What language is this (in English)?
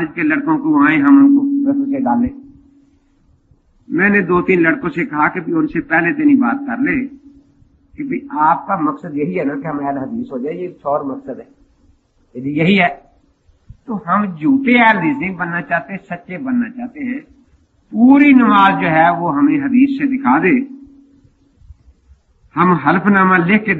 Urdu